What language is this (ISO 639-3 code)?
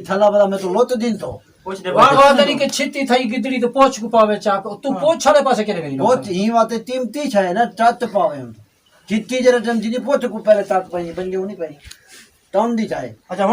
skr